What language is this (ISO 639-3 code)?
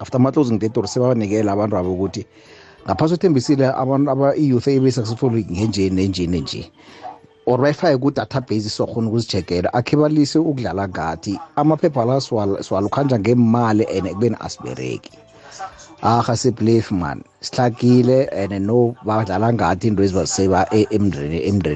nbl